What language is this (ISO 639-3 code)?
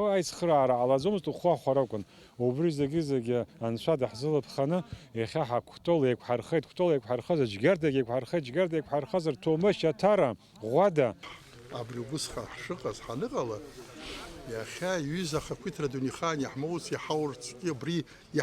abk